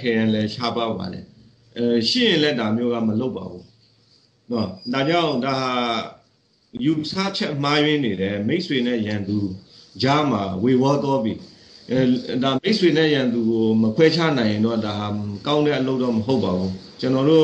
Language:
Burmese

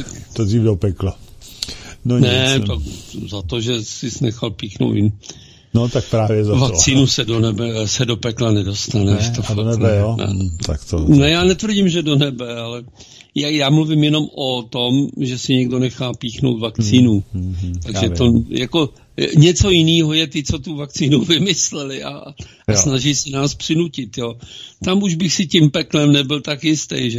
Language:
Czech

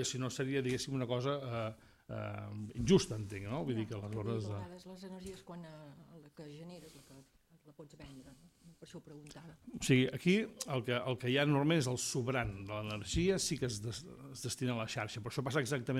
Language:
Catalan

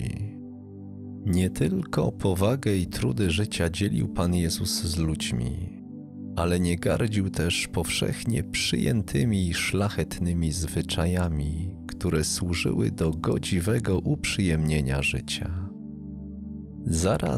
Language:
Polish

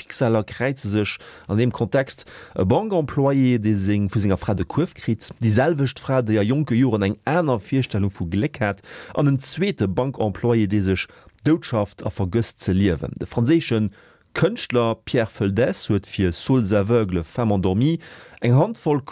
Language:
Luxembourgish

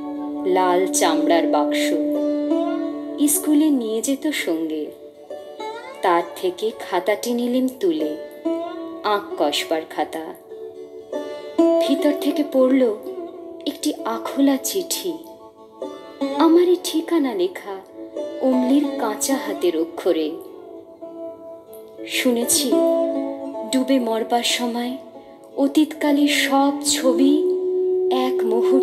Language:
Bangla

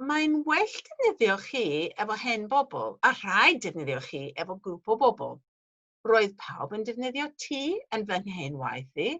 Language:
Welsh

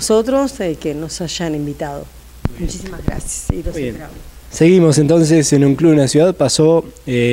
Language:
Spanish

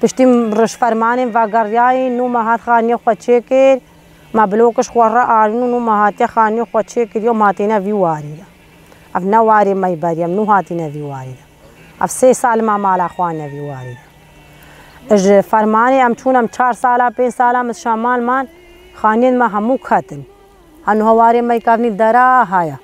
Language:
Kurdish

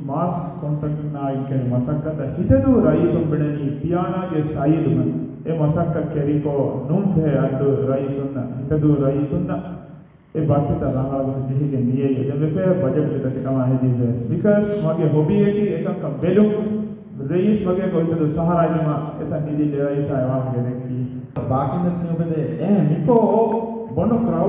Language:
Divehi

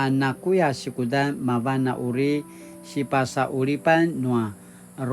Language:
Paiwan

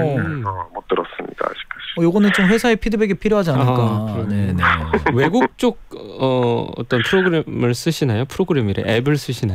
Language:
Korean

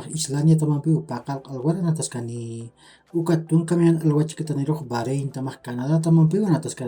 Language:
Aymara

